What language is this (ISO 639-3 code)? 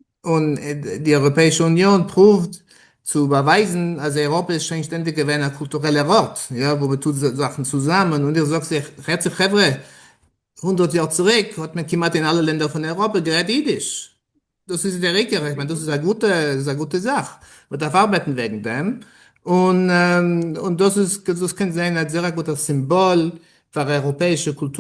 yid